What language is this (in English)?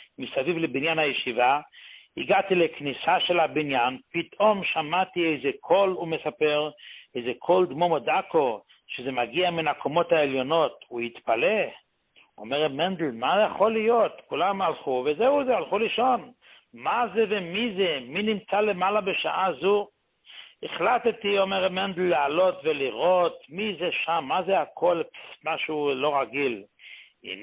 Hebrew